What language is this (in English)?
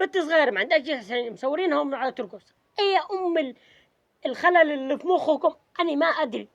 Egyptian Arabic